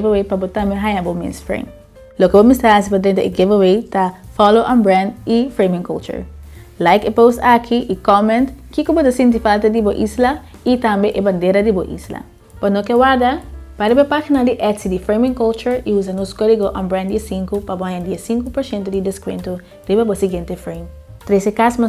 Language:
Papiamento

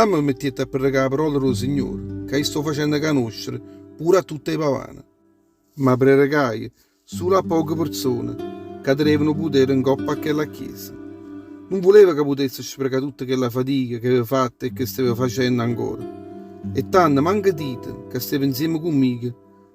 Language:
Neapolitan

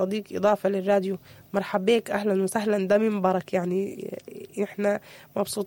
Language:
Sudanese Arabic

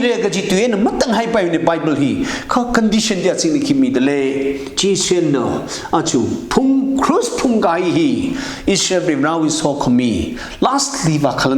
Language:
Tangkhul Naga (India)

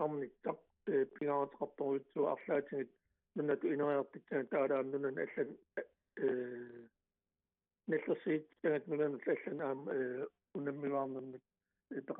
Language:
Kalaallisut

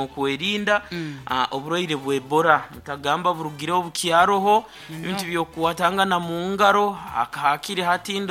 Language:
Nyoro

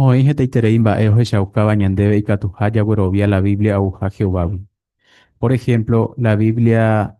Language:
Guarani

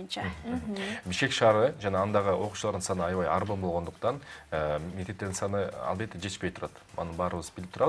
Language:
Kyrgyz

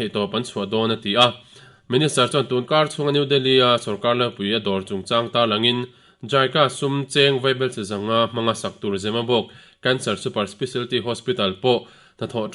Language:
Mizo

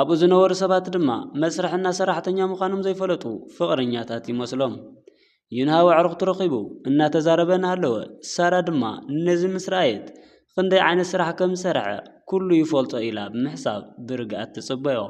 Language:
Tigrinya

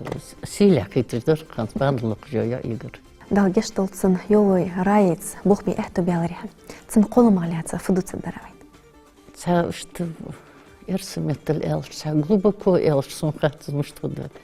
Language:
Ingush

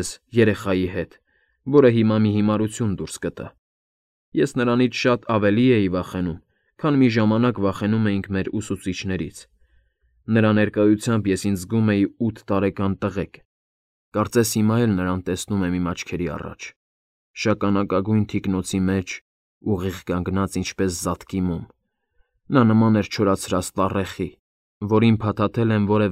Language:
Armenian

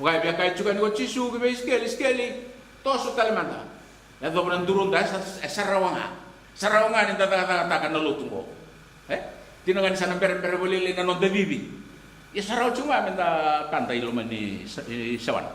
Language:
Fijian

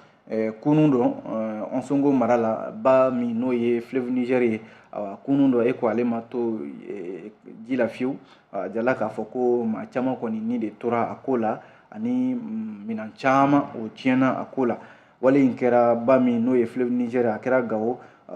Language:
Bambara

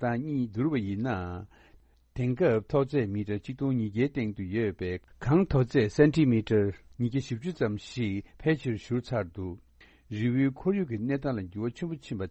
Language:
Tibetan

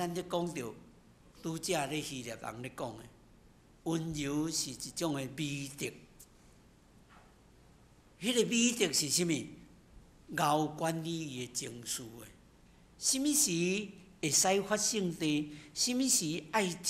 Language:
Min Nan Chinese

